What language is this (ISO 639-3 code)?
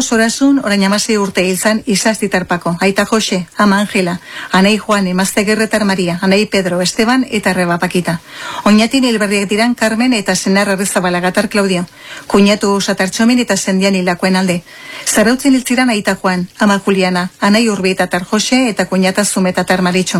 eus